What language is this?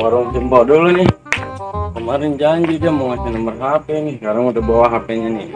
Betawi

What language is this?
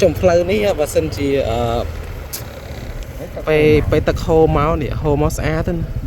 Khmer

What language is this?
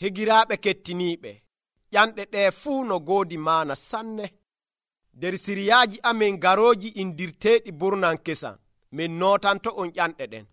Nigerian Fulfulde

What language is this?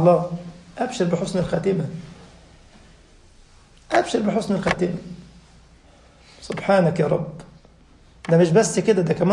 Egyptian Arabic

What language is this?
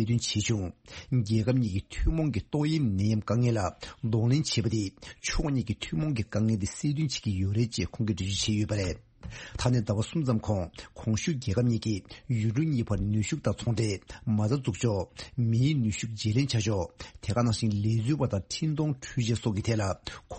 Tibetan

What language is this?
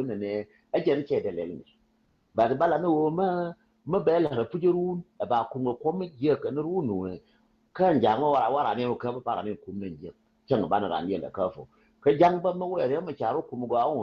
Nuer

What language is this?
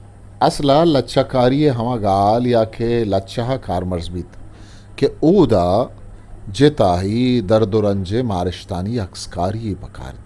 Eastern Balochi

